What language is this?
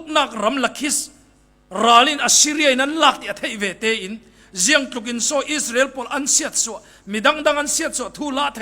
Falam Chin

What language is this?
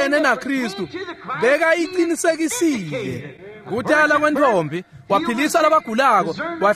Swati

